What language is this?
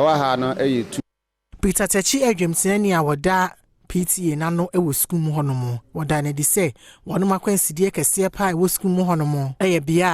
Akan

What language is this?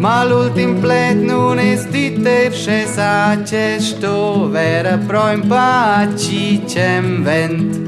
Romansh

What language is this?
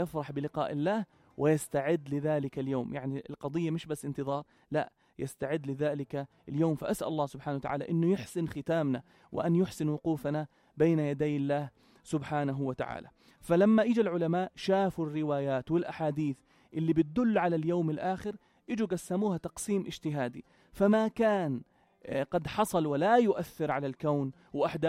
North Levantine Arabic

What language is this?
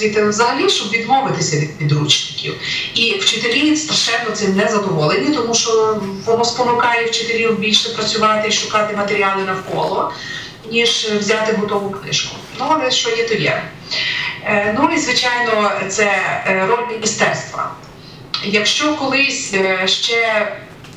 Ukrainian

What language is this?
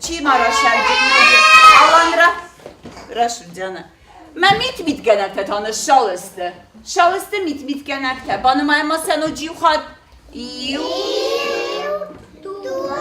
Ossetic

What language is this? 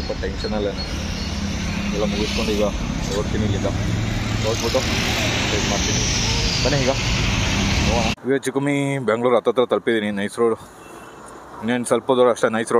Kannada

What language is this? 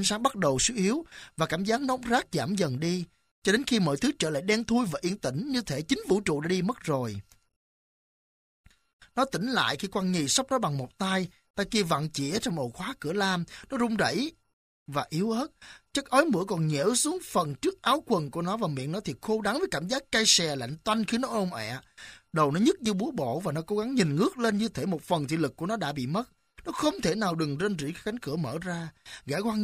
Vietnamese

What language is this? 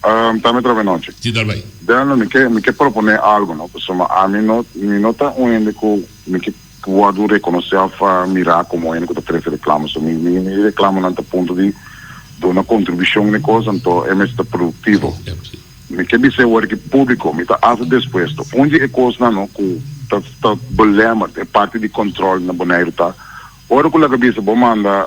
Papiamento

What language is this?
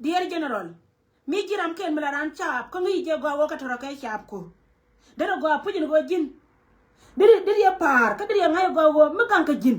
Nuer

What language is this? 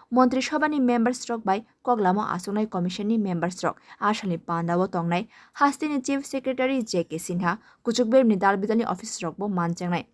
Kok Borok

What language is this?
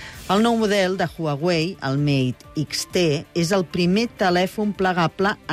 Catalan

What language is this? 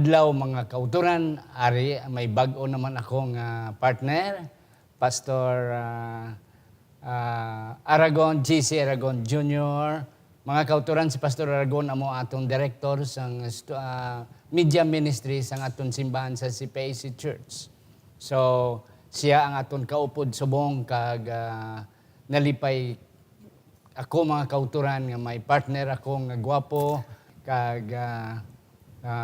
Hiligaynon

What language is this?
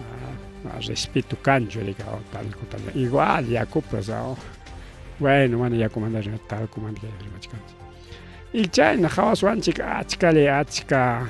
Ayacucho Quechua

